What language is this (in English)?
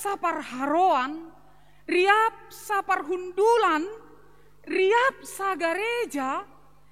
Batak Simalungun